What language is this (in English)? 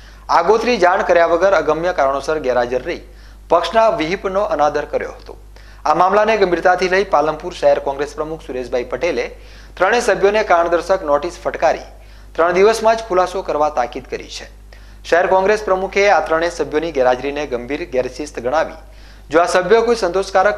Gujarati